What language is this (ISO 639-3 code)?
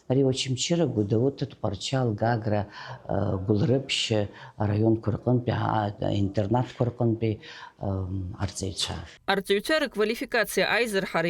abk